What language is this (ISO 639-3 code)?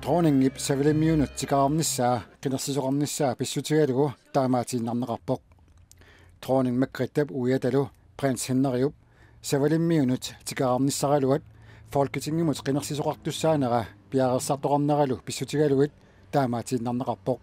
kal